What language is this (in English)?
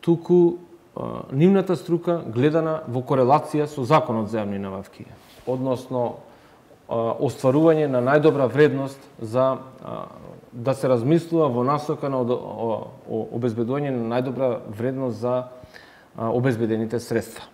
Macedonian